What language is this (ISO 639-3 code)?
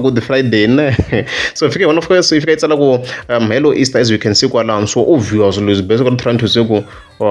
tso